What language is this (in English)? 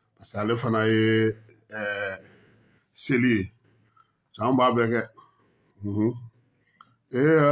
Bambara